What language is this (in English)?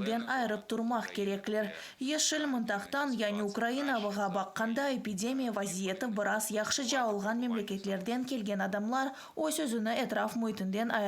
Crimean Tatar